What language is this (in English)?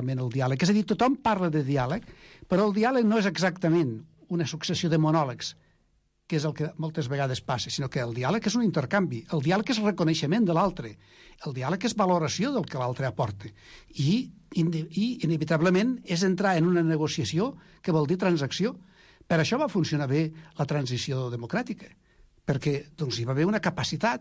Catalan